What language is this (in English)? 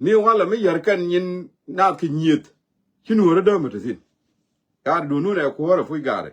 Nuer